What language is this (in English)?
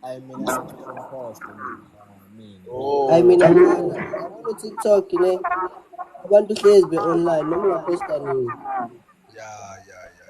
Zulu